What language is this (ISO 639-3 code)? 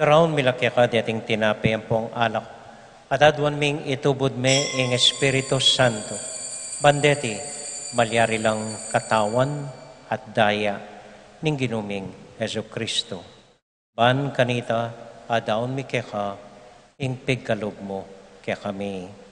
pam